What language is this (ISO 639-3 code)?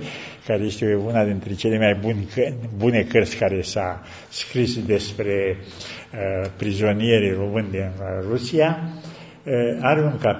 ron